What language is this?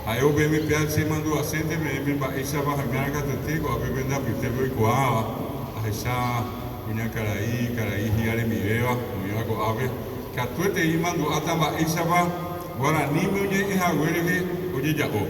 Guarani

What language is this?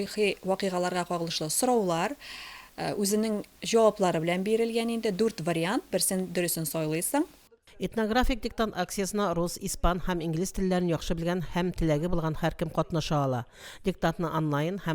Tatar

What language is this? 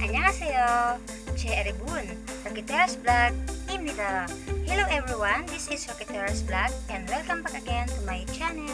Bikol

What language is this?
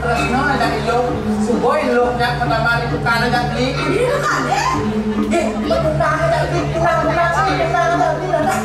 Balinese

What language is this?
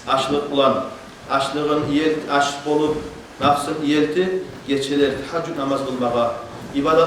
Kumyk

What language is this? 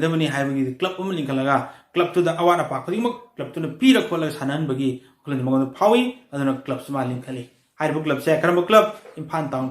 Manipuri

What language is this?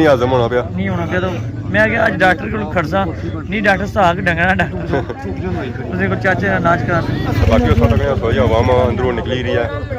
Pahari-Potwari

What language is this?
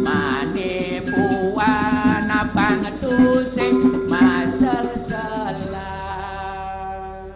Balinese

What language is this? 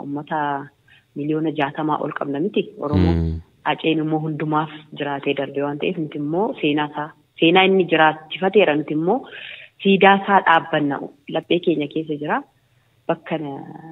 Oromo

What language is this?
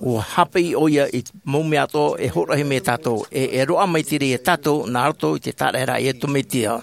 Tahitian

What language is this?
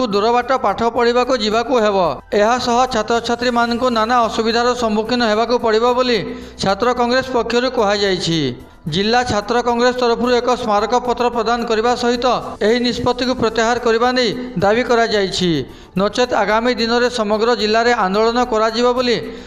Odia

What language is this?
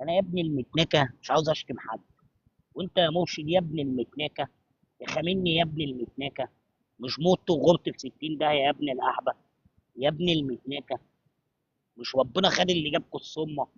Egyptian Arabic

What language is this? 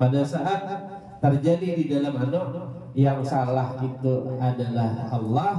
Banjar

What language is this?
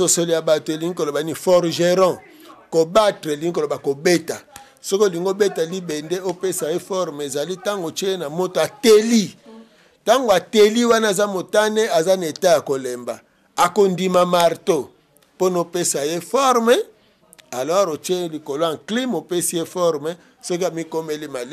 Lingala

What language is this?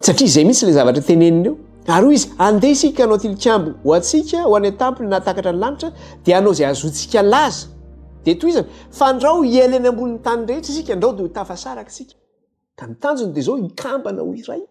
Malagasy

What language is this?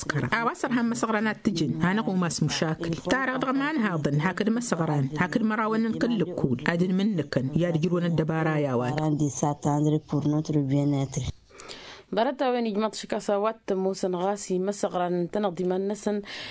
Tamasheq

